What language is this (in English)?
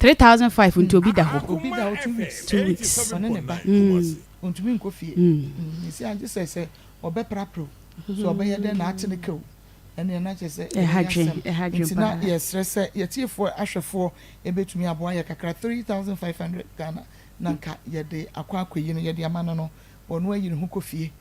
Akan